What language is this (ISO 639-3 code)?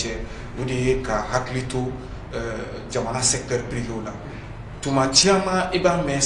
bam